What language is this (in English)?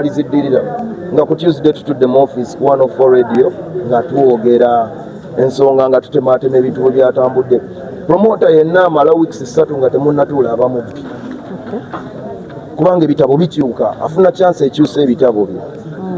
Ganda